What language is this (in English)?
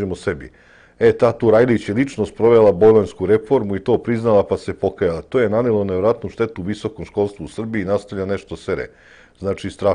Serbian